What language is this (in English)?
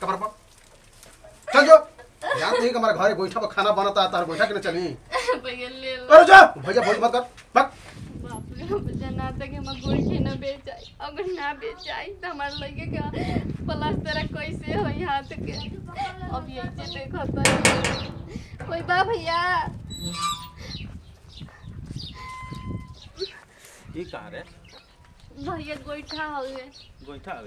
Bhojpuri